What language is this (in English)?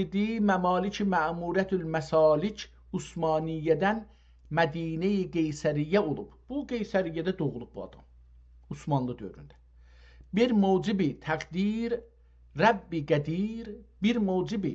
South Azerbaijani